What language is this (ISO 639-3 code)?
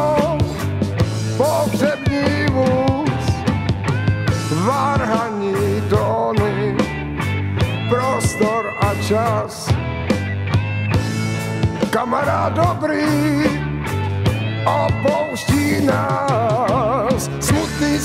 ces